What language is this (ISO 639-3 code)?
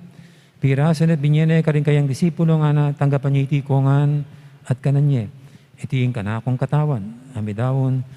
pam